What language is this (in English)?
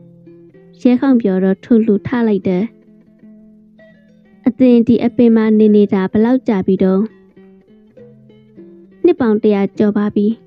Burmese